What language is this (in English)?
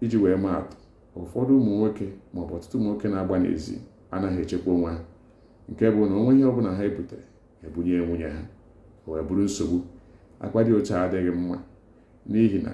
Igbo